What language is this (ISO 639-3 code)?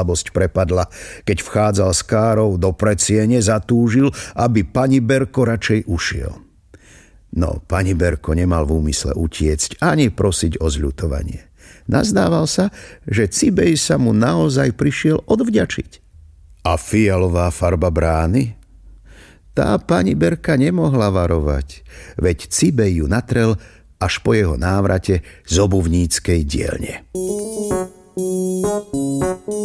slk